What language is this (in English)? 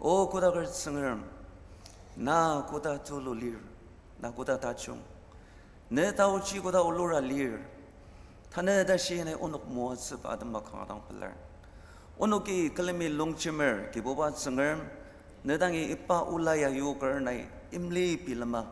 Ao Naga